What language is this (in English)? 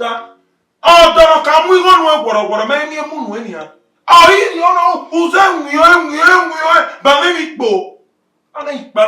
Bini